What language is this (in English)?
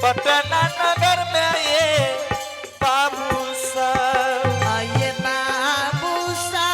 Angika